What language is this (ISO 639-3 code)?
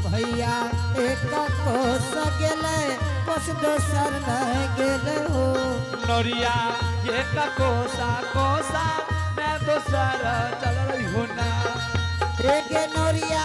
anp